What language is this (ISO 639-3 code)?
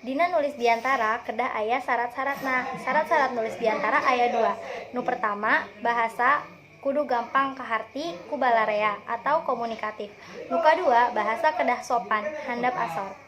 sun